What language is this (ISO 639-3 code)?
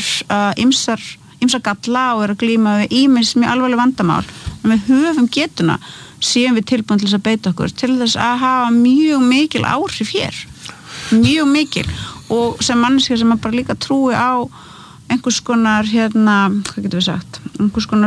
isl